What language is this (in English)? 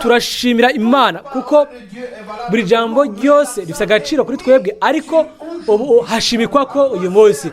Rundi